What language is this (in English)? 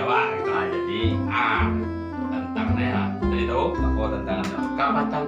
Minangkabau